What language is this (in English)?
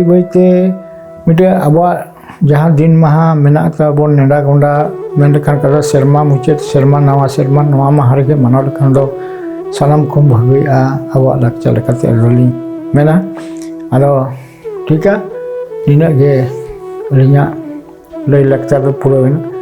Santali